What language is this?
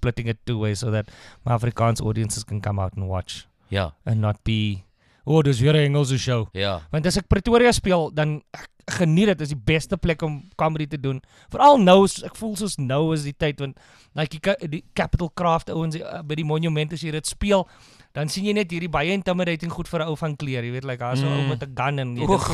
Afrikaans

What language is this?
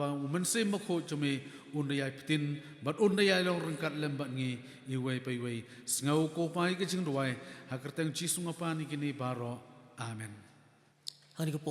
Khasi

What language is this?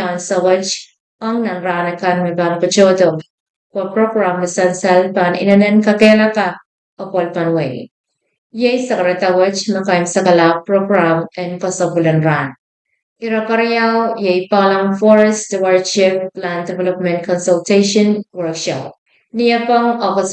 Pohnpeian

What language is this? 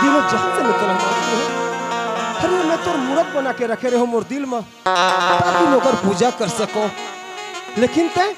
Chhattisgarhi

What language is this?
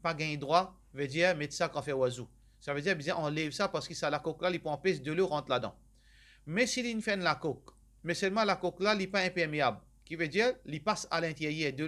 Morisyen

